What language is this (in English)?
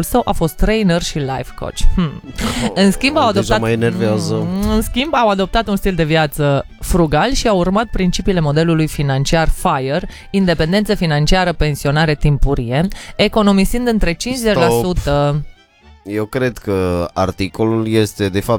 Romanian